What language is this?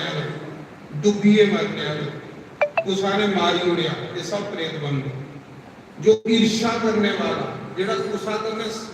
Dogri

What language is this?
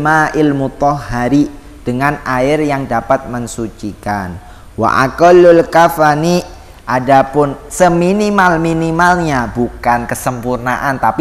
Indonesian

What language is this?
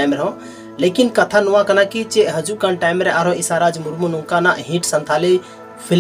Santali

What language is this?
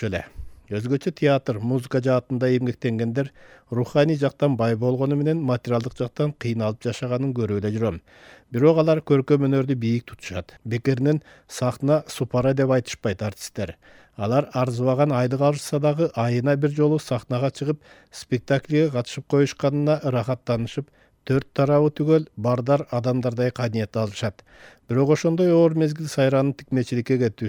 Kyrgyz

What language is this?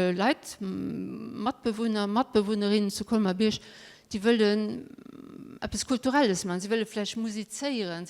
Luxembourgish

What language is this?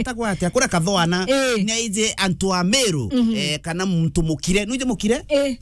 Meru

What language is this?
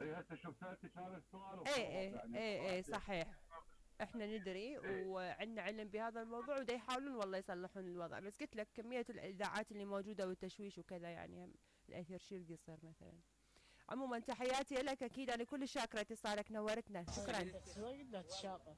Mesopotamian Arabic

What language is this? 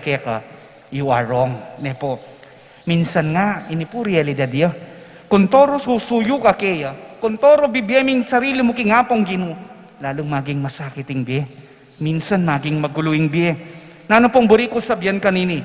Pampanga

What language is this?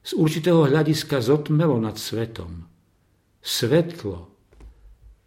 Slovak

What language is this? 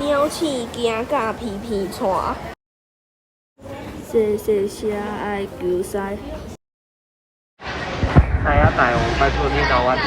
Min Nan Chinese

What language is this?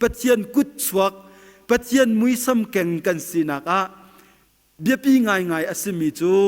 Hakha Chin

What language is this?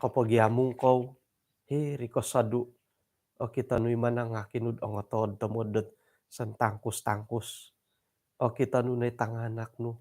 Central Dusun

